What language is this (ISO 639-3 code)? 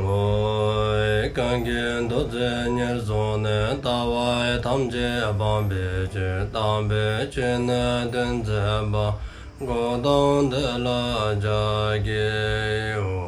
dzo